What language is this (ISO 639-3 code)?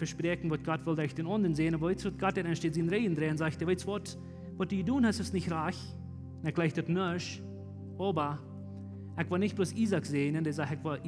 pdt